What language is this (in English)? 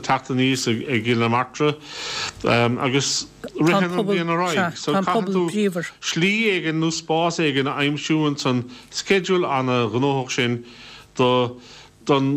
Irish